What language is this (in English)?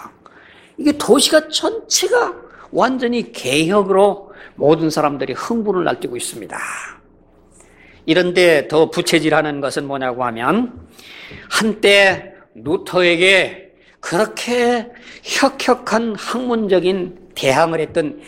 Korean